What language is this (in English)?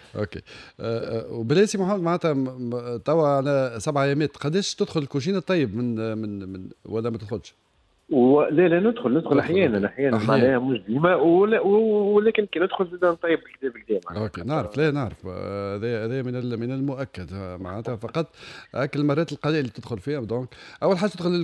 Tunisian Arabic